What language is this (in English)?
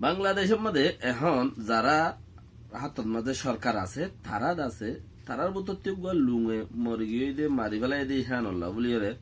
Rohingya